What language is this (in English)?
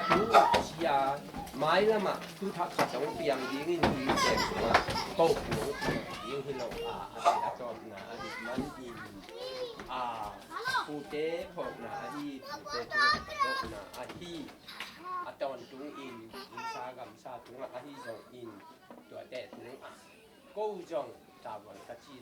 Tedim Chin